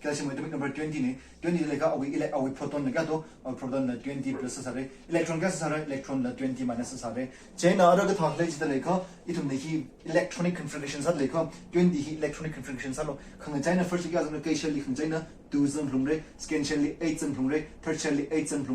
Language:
Tangkhul Naga (India)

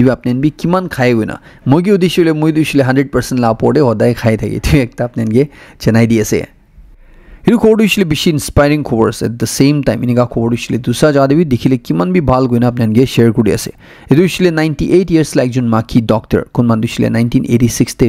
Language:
Naga Pidgin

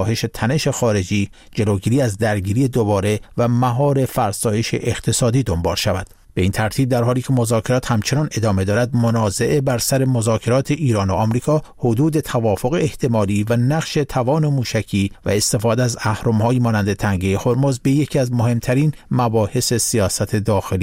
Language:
Persian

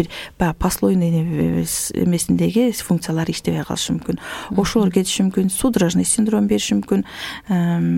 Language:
Kyrgyz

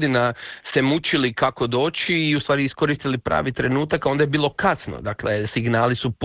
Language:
Croatian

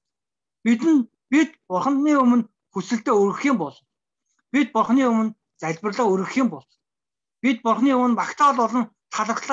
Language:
Mongolian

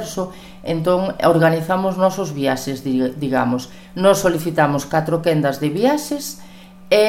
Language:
Galician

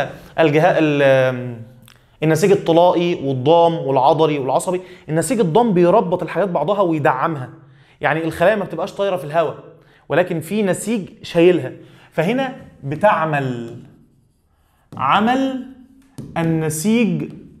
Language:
Egyptian Arabic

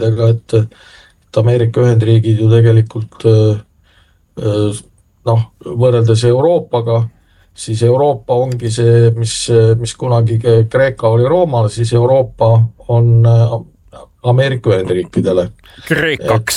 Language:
Estonian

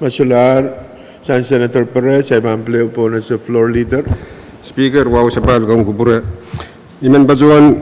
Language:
Pohnpeian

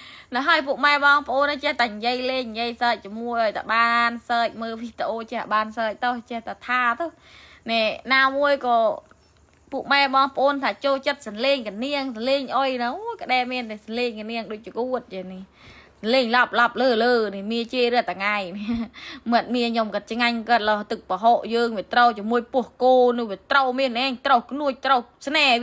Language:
Khmer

